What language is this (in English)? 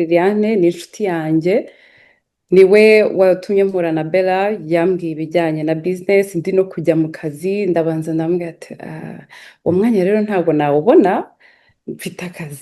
Kinyarwanda